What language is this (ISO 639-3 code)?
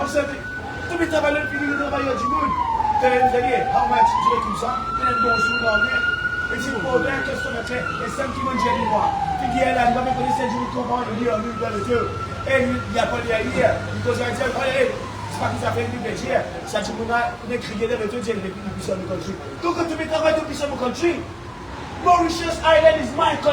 mfe